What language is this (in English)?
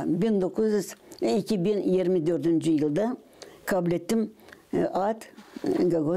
Gagauz